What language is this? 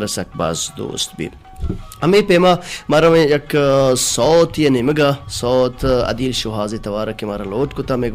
Baluchi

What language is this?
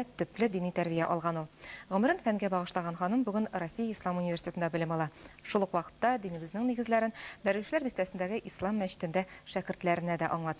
Tatar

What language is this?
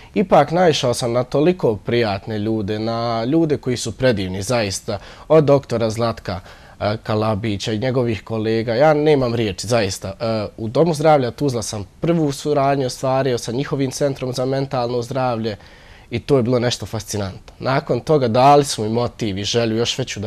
Bosnian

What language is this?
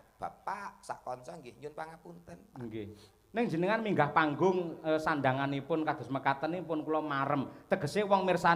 Javanese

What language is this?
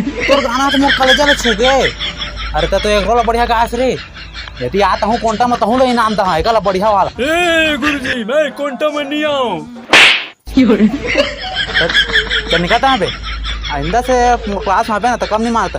Chhattisgarhi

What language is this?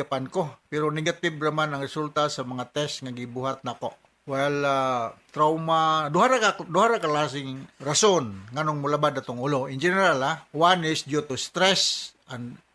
Cebuano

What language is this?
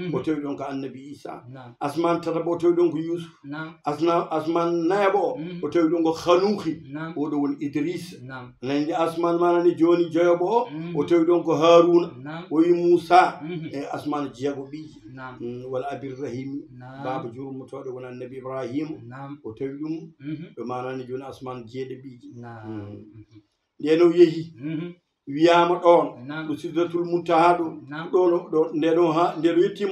Fula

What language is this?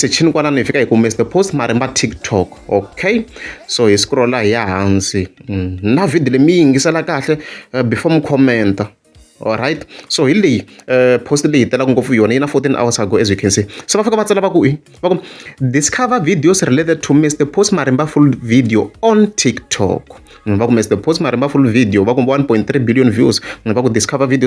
Tsonga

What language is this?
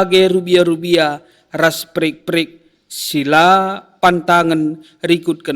Batak Karo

